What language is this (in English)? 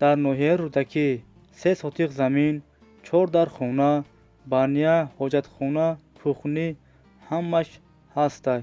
Tajik